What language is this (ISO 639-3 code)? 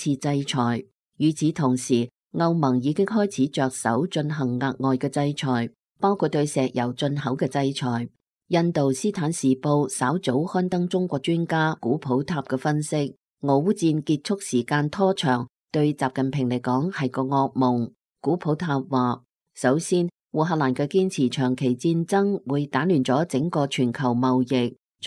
yue